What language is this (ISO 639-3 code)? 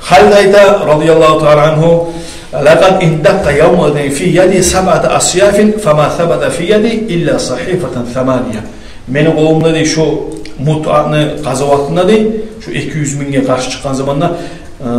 kum